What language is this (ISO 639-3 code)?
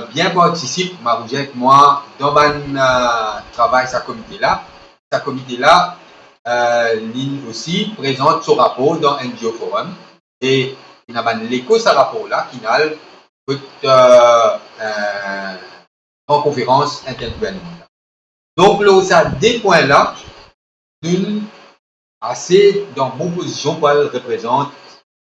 mfe